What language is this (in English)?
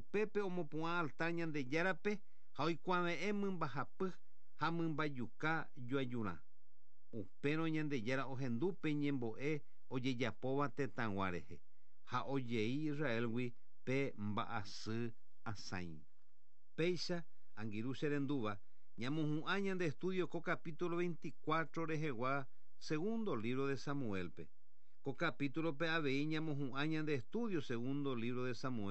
Guarani